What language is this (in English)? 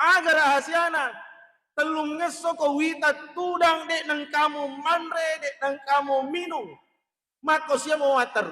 Buginese